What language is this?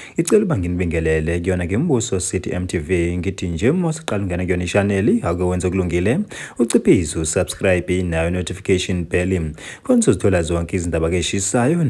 Zulu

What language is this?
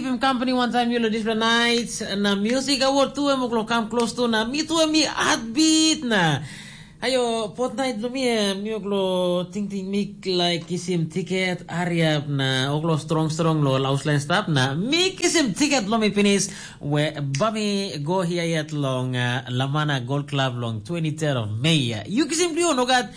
Tok Pisin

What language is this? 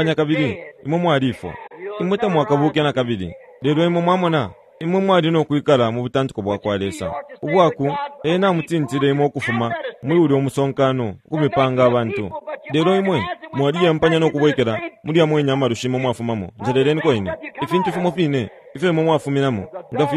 Bemba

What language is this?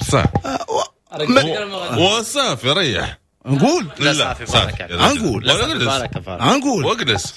Moroccan Arabic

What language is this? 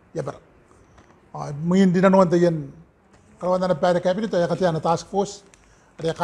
Gilbertese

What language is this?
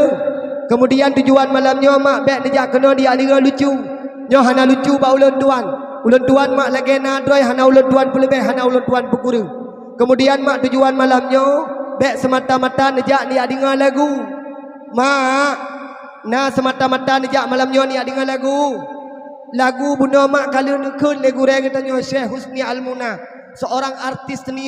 Achinese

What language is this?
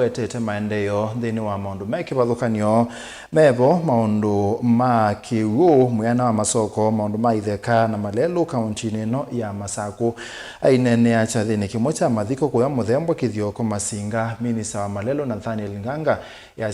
Kamba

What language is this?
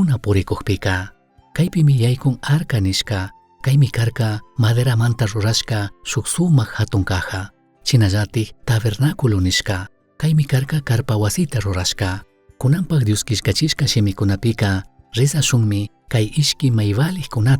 Chimborazo Highland Quichua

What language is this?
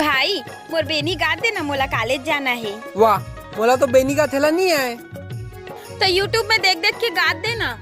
Chhattisgarhi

